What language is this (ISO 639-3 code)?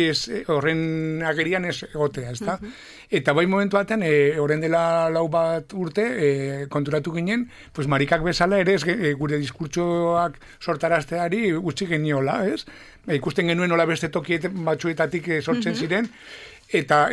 eus